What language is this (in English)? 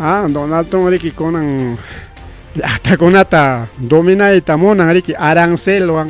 Ayacucho Quechua